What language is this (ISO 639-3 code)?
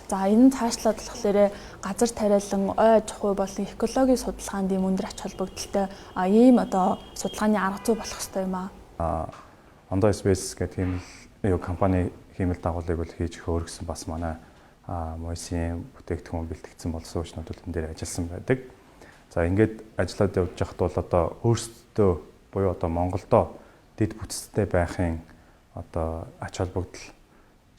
mon